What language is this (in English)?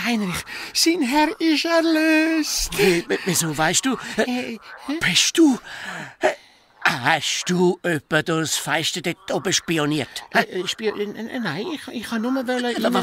Swiss German